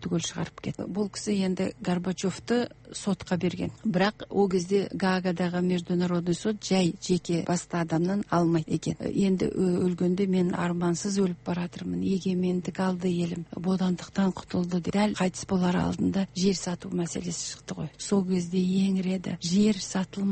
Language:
Kazakh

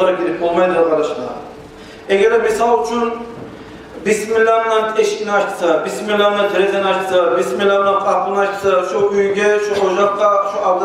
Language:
Kumyk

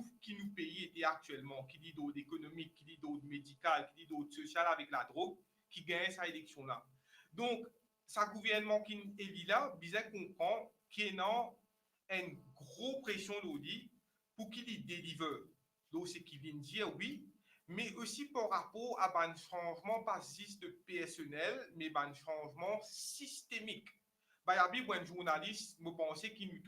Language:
Morisyen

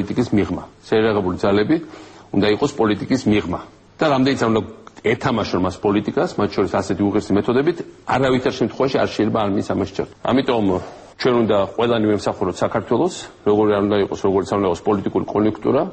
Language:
Georgian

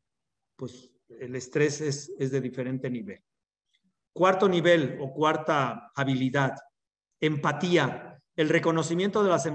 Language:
Spanish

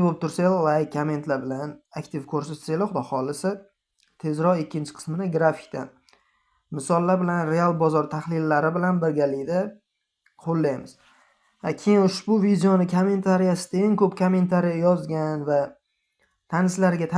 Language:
Uzbek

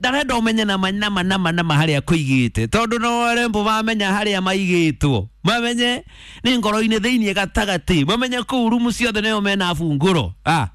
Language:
Kikuyu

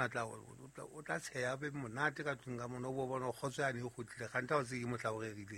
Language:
Southern Sotho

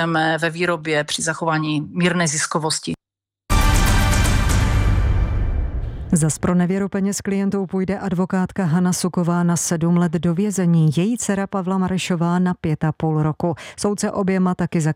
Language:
Czech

